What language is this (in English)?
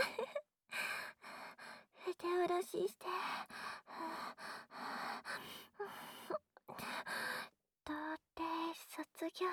Japanese